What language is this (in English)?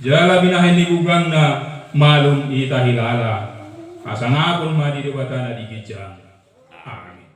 Batak Toba